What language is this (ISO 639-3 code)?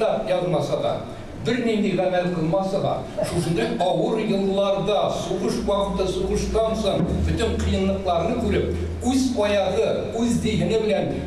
tat